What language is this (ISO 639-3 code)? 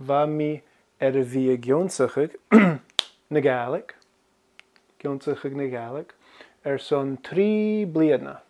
gla